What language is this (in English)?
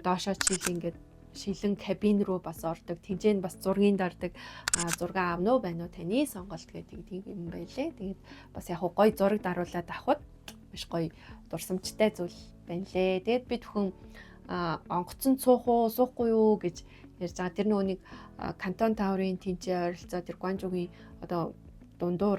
Mongolian